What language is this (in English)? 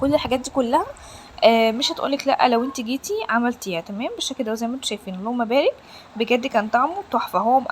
Egyptian Arabic